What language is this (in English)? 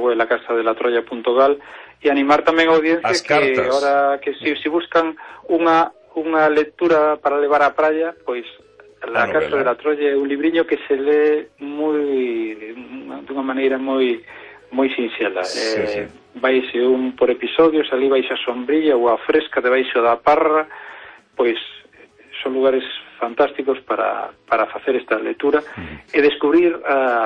Galician